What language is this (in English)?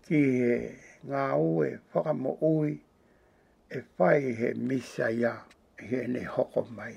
Tongan